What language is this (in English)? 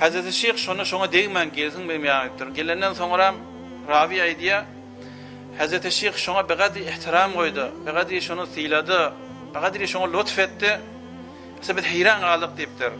Turkmen